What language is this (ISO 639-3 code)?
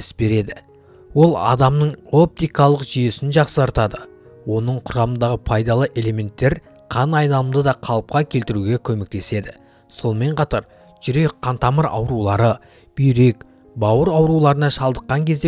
kaz